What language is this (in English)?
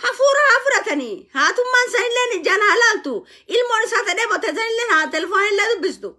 Oromo